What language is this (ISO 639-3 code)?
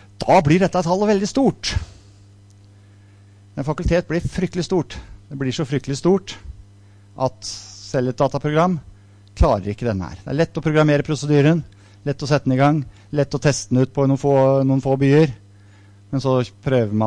nor